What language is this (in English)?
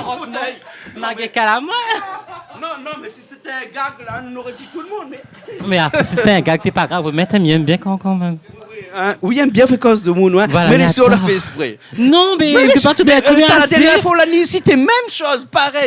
Réunion Creole French